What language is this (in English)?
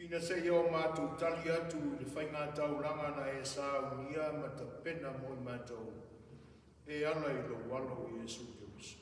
Samoan